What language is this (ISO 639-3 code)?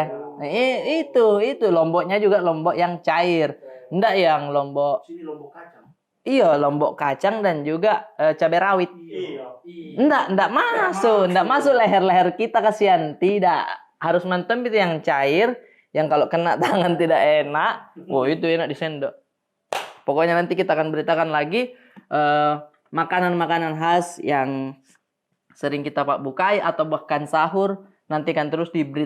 mfp